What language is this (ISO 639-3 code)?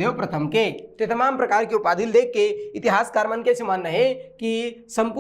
hne